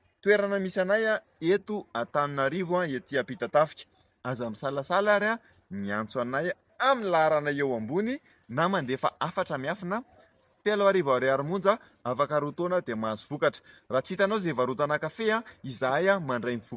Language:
Malagasy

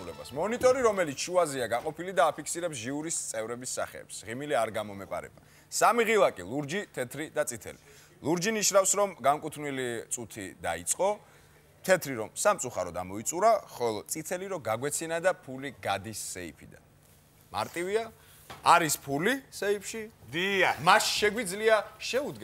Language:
Georgian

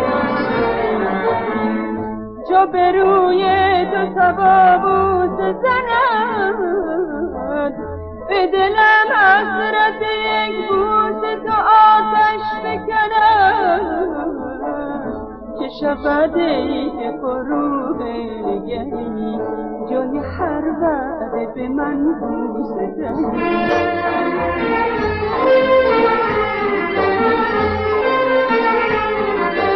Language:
Persian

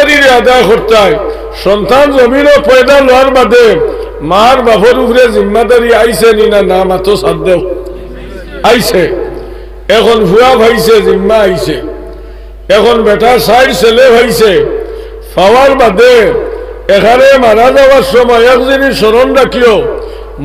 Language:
Sylheti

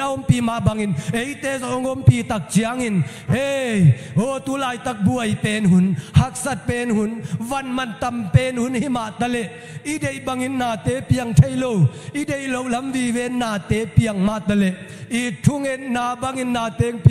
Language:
Tedim Chin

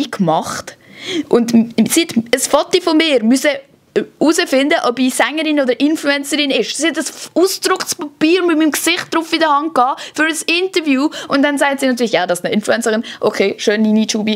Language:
Swiss German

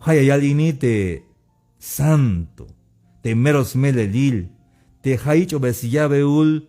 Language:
Tzeltal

